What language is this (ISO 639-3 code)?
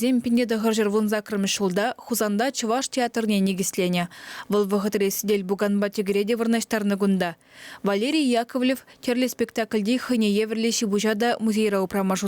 chv